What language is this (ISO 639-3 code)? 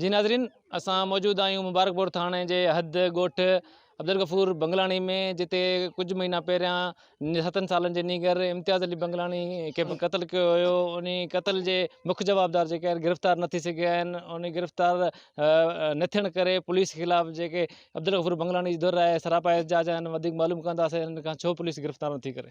snd